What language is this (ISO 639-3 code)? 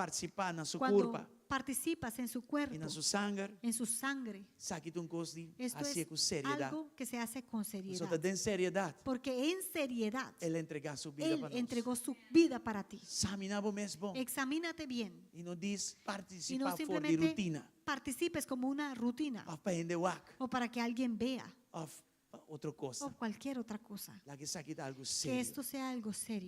pap